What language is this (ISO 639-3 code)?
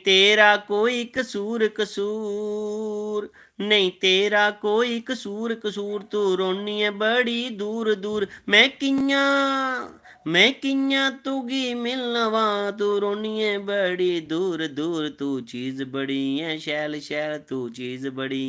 doi